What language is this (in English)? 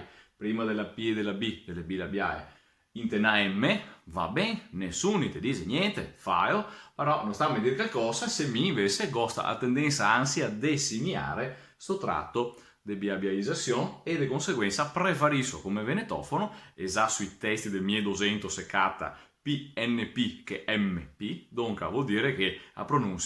Venetian